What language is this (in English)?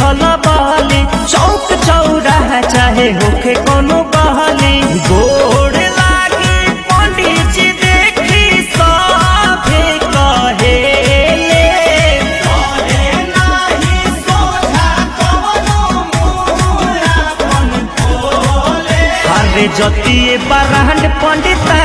Bhojpuri